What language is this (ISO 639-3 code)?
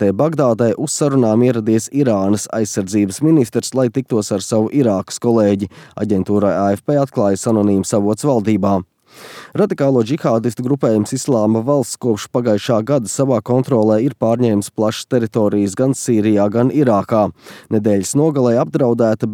lav